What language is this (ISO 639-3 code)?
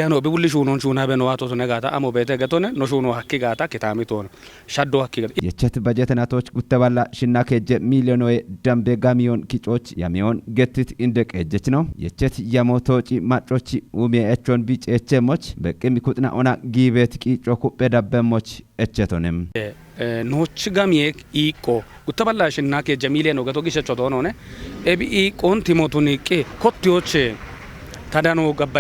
kbr